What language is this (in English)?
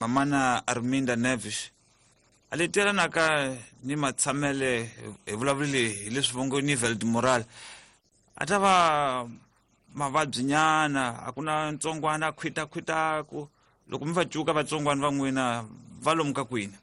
Tsonga